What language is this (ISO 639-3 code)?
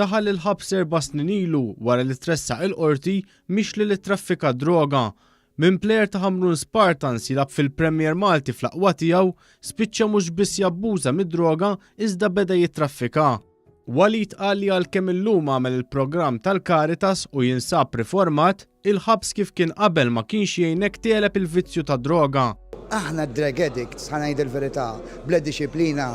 mlt